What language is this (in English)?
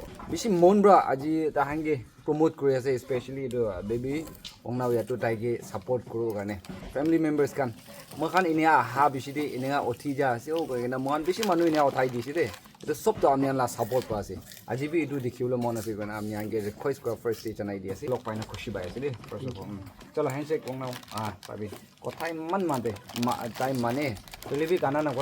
Naga Pidgin